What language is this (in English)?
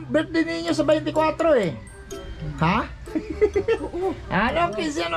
Filipino